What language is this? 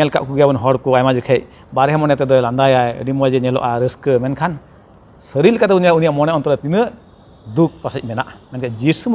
Santali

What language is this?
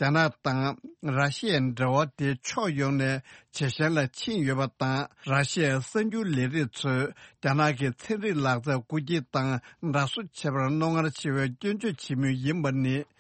Tibetan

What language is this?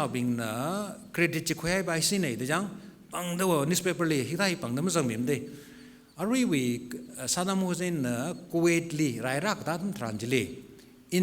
Tangkhul Naga (India)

